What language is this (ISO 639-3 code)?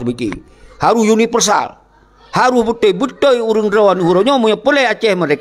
ace